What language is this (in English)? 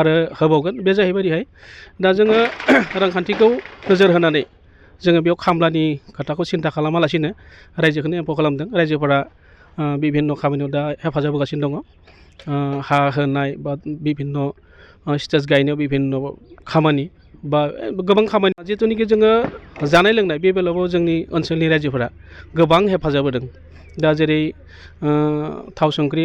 Bodo